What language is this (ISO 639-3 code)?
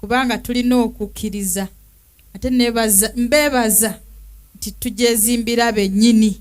lug